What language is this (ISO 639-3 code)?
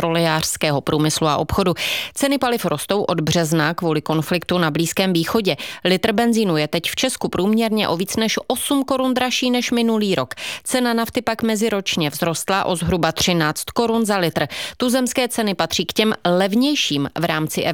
ces